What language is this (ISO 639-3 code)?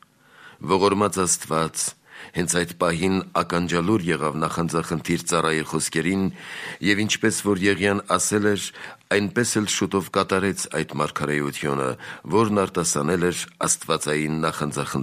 hye